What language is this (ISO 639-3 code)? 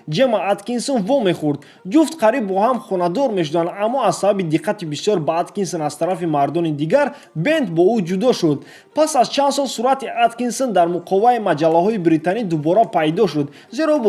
tgk